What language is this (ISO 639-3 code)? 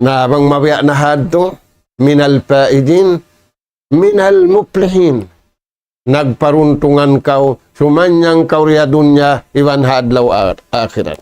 tsg